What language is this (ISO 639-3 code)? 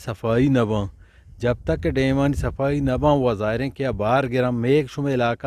bgp